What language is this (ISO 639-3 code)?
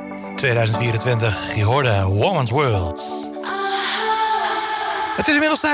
nld